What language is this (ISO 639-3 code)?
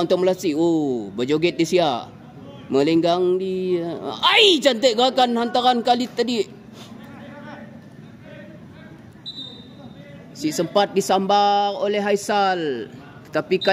msa